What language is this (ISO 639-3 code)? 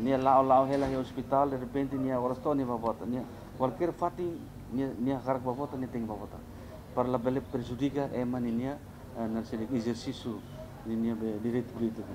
tet